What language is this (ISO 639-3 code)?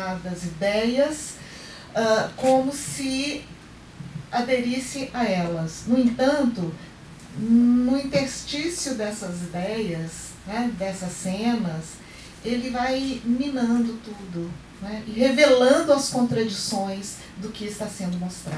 por